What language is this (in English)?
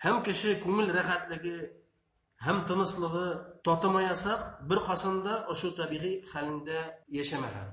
Bashkir